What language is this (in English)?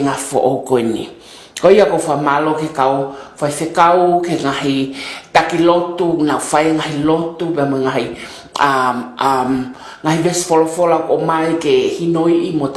Tongan